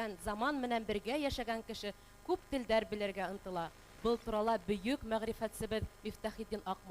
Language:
Bashkir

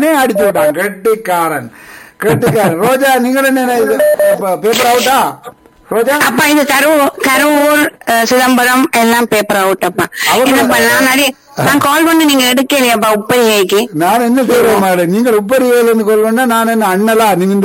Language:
Tamil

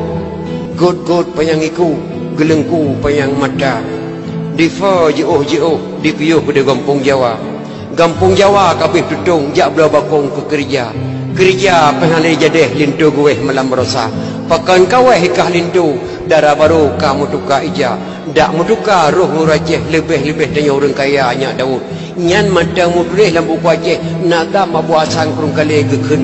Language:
Achinese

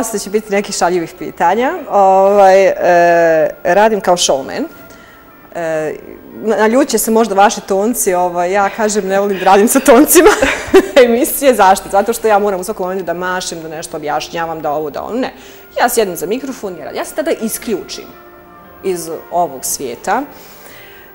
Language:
Bosnian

